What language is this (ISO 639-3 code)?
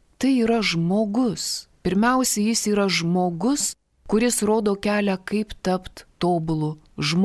lit